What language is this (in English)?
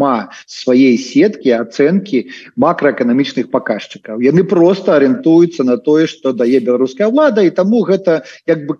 Belarusian